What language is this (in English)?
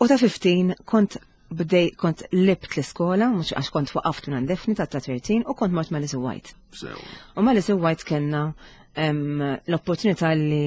Maltese